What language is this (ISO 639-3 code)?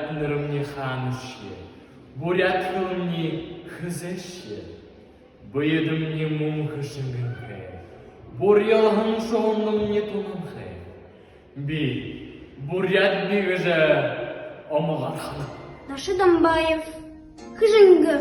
bua